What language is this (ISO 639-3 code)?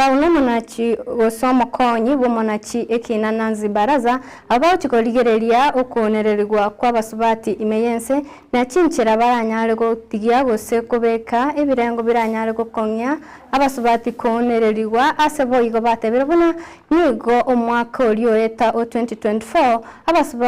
guz